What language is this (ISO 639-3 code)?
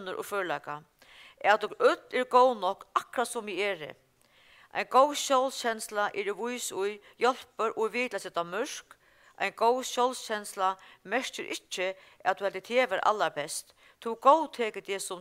fao